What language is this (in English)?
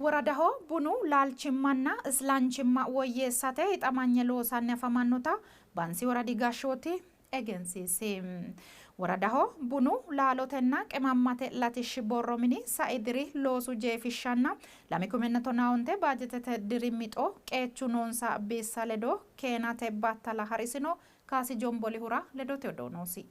Sidamo